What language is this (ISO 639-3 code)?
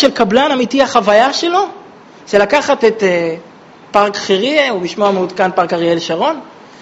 heb